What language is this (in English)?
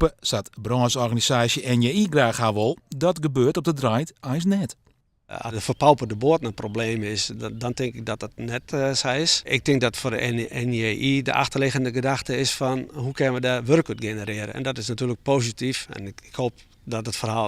Western Frisian